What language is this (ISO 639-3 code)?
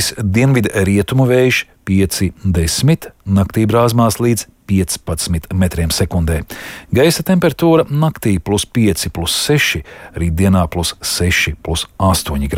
lav